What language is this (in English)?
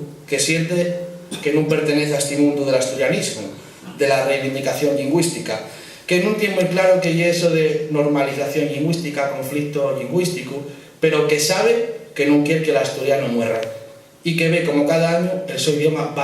Asturian